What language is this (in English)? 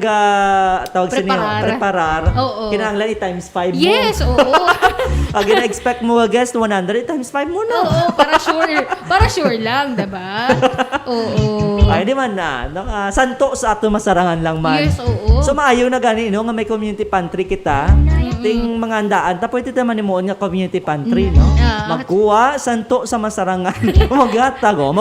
Hiligaynon